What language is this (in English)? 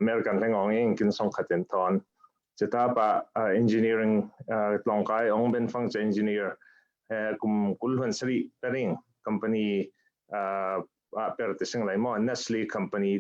Falam Chin